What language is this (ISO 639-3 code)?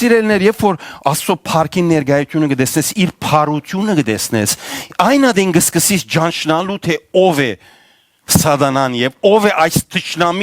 hyw